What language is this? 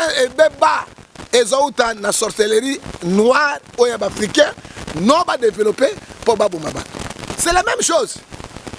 Lingala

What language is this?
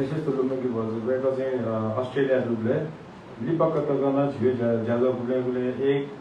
Newari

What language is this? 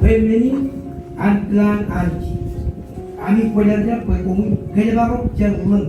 Marshallese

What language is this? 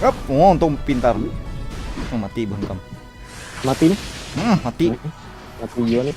Banjar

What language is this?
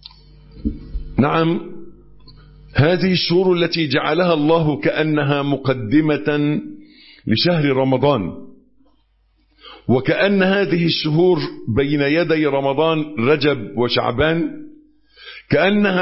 Arabic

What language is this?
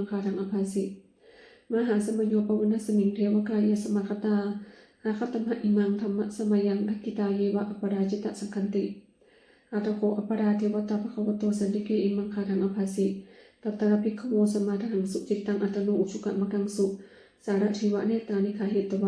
Pali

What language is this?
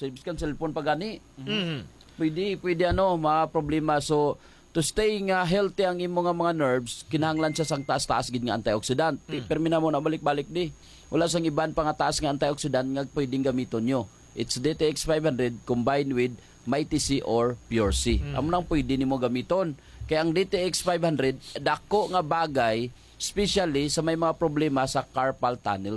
Hiligaynon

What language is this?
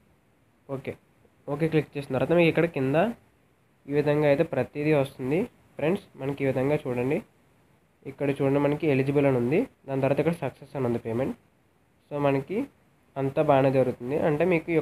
Telugu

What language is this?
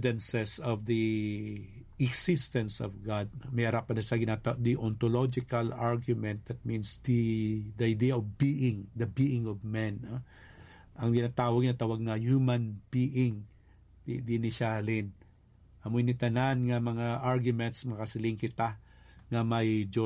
Hiligaynon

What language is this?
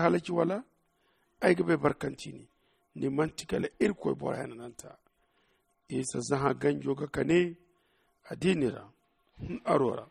Zarma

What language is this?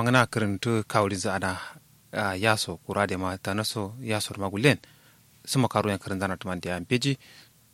Kanuri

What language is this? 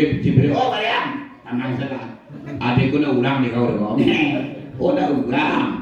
Minangkabau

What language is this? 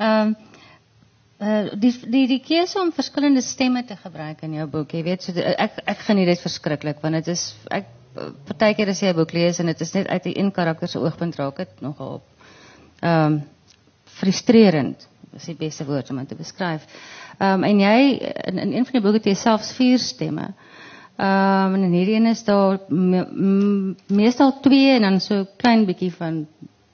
Afrikaans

